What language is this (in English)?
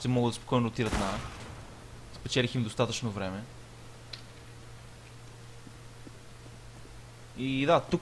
Bulgarian